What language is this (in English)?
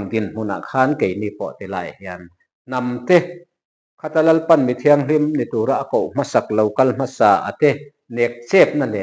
Mizo